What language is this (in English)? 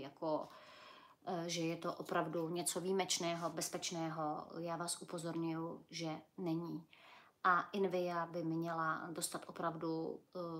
Czech